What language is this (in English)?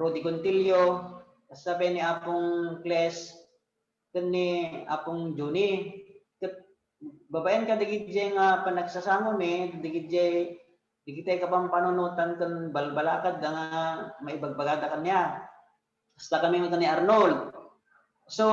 Iloko